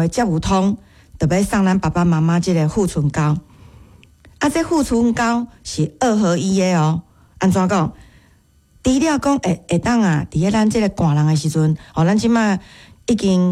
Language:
Min Nan Chinese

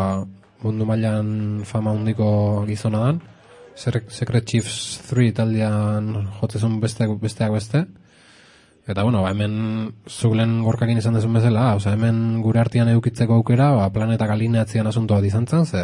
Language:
Basque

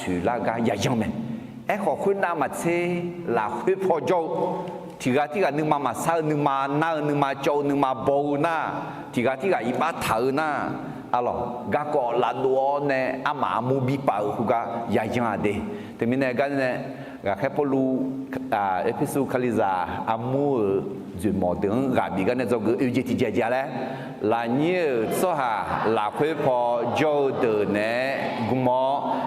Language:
Akha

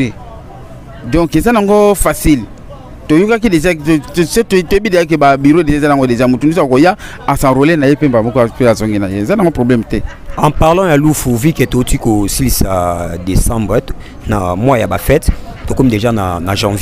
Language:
Lingala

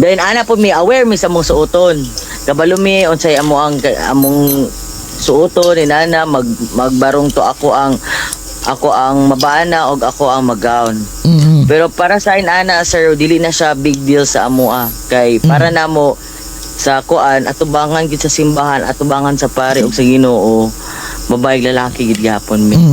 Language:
Cebuano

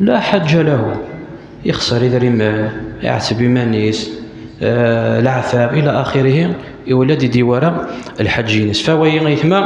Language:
Kabyle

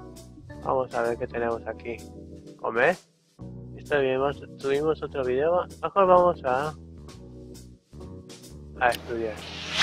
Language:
Spanish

